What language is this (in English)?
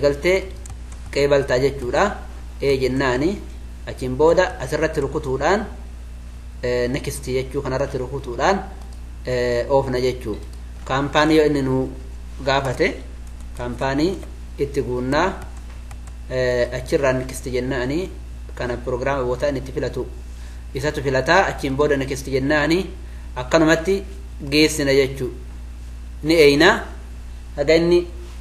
Oromo